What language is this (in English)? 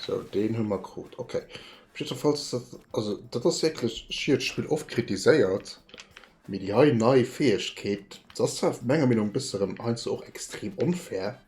Luxembourgish